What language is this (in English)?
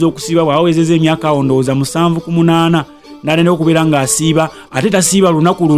Ganda